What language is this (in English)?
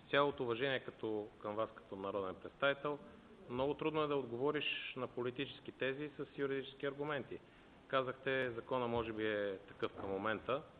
Bulgarian